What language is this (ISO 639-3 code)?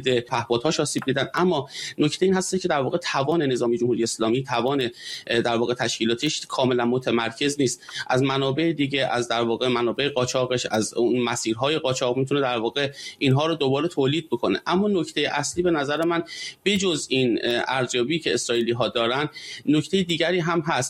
fas